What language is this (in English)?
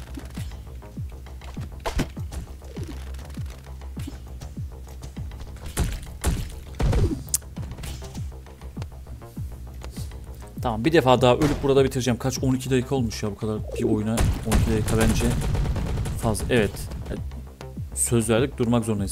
Turkish